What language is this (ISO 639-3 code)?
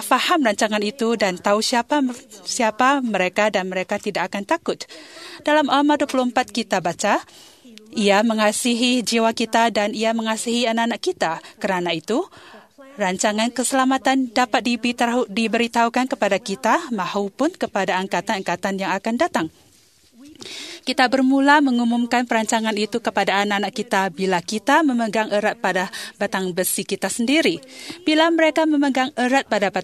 msa